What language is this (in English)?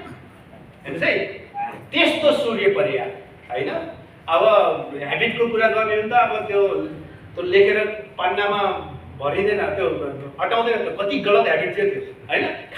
Nepali